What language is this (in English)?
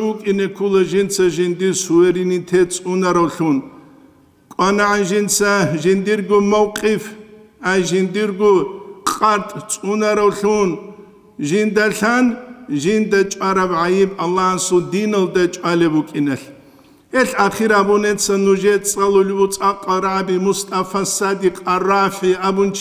Avaric